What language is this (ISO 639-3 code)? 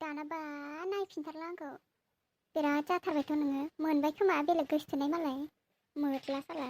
brx